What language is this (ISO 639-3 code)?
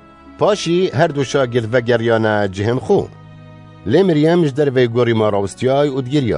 kur